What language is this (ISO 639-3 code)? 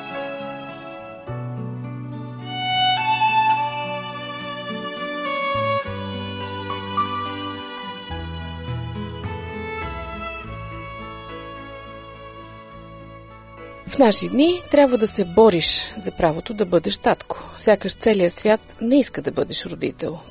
bul